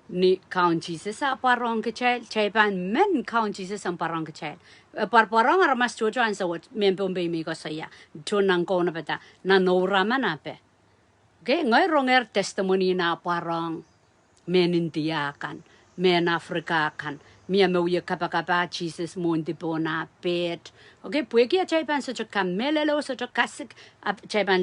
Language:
Pohnpeian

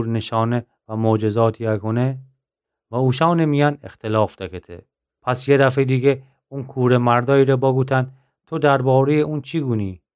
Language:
Gilaki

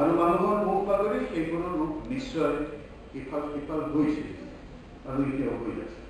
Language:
Assamese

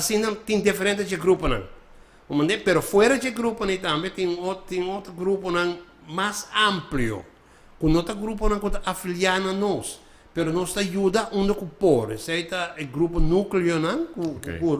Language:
Papiamento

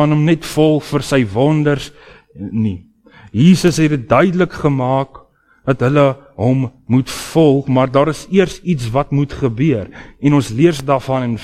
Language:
Afrikaans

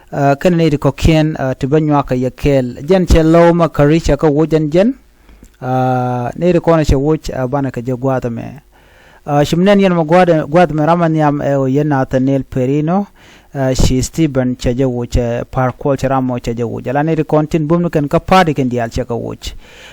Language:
Nuer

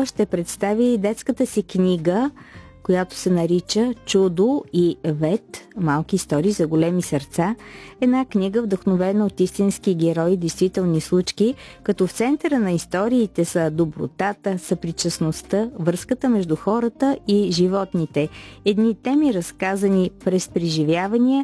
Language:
Bulgarian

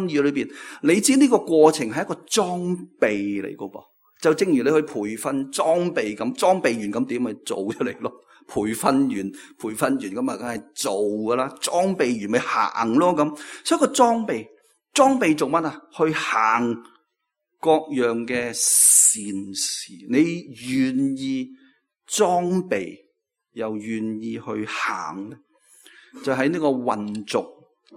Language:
Cantonese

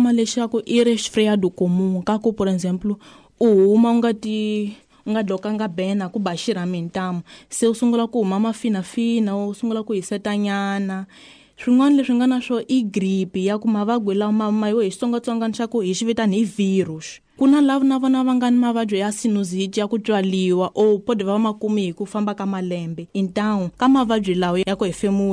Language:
Tsonga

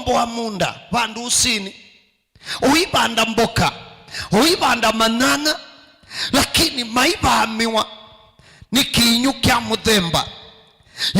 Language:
Kamba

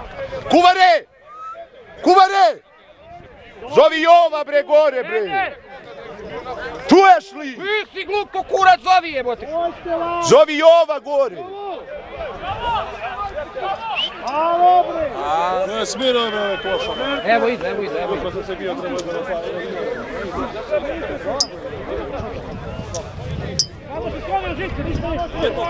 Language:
Serbian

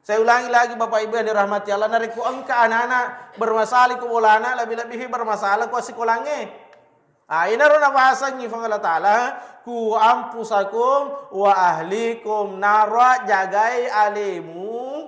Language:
Buginese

